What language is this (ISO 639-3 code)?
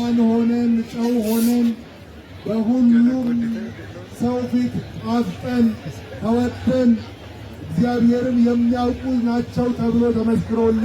amh